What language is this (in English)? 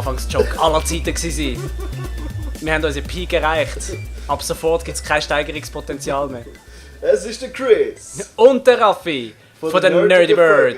Swiss German